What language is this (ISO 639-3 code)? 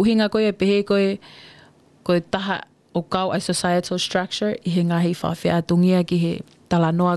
ton